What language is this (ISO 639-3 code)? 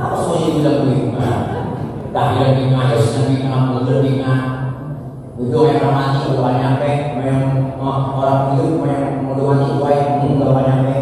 bew